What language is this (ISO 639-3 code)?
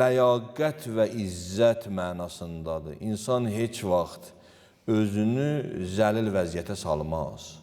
aze